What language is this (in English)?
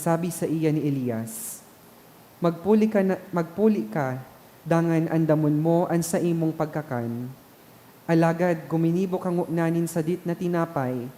Bikol